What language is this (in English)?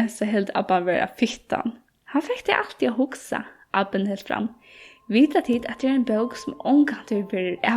Faroese